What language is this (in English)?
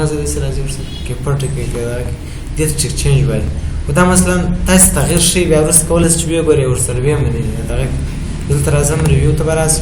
Pashto